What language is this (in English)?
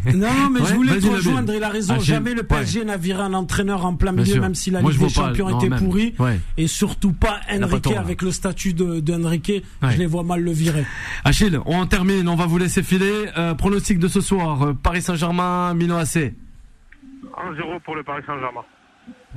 French